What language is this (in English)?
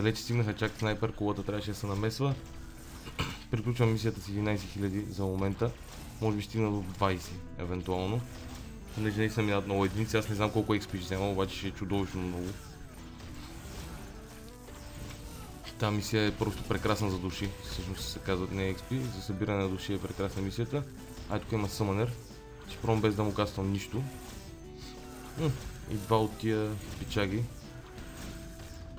Bulgarian